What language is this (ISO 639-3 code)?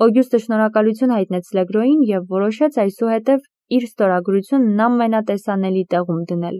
hye